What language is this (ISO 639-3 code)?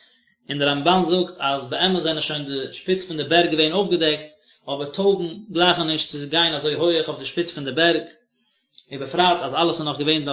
yid